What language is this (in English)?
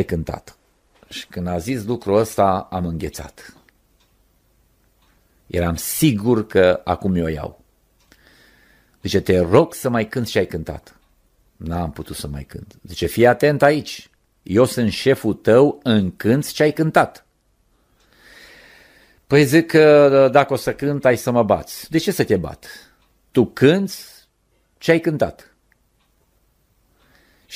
Romanian